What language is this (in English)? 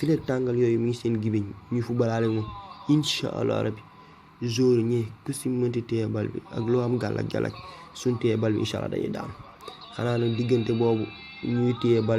Wolof